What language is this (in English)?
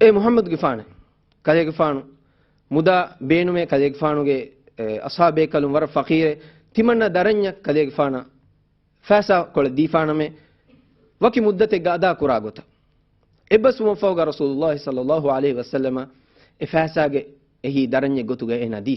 Divehi